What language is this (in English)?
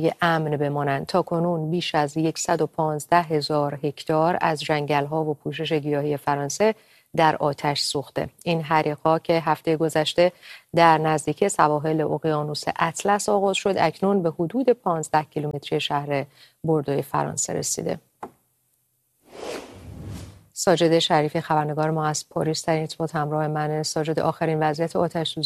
Persian